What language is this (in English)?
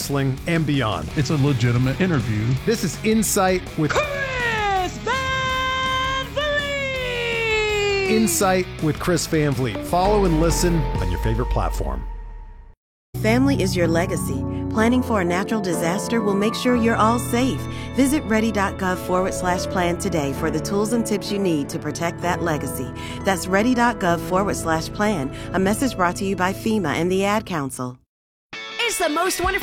English